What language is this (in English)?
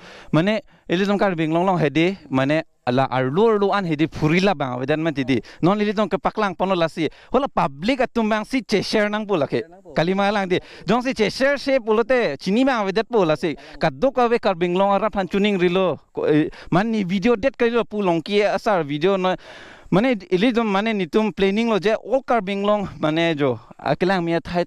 Karbi